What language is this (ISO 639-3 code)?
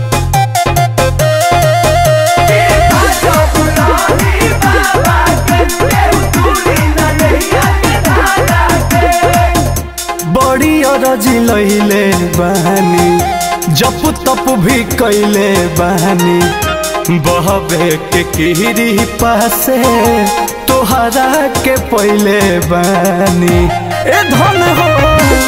bho